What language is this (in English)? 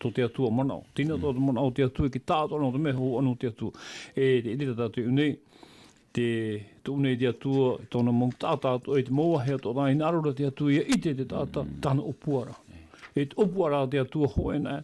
Tahitian